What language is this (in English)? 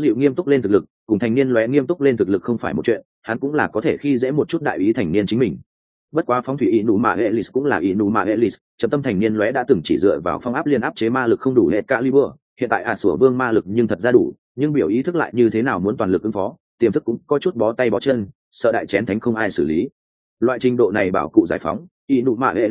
Vietnamese